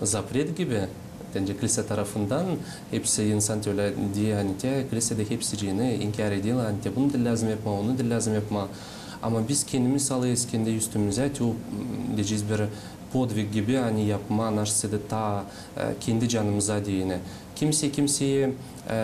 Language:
Gagauz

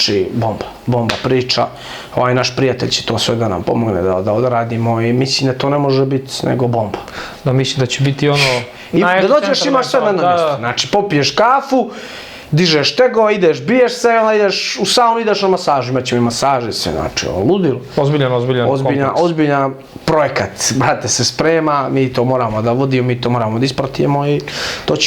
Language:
Bosnian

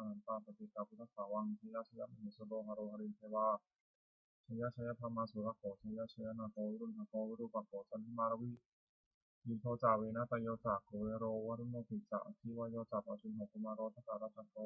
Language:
Pali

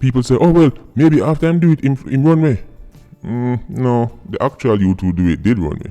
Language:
Jamaican Creole English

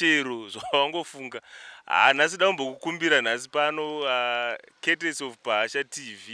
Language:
Shona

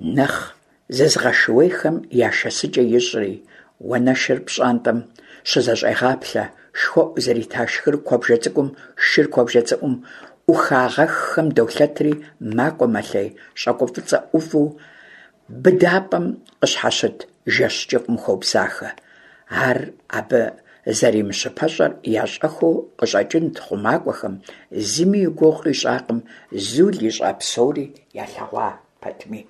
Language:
Kabardian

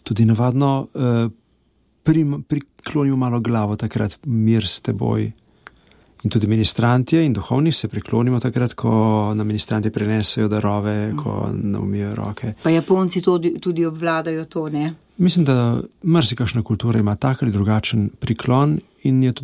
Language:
Slovenian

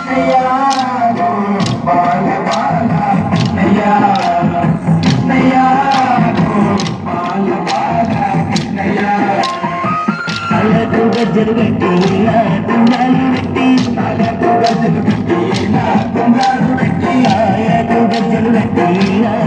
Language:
Telugu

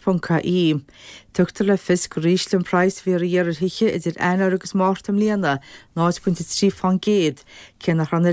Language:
Irish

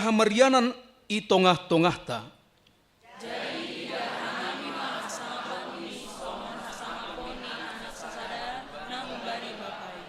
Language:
Batak Simalungun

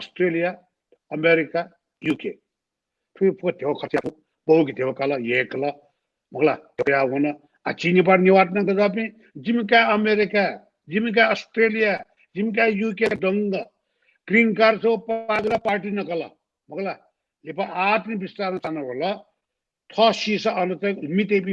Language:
Newari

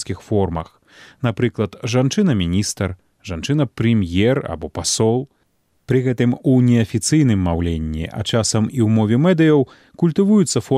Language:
Belarusian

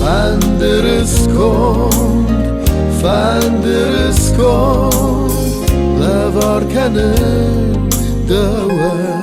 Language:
Ossetic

